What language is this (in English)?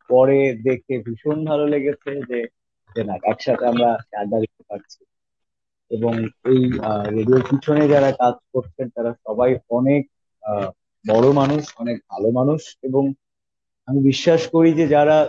Bangla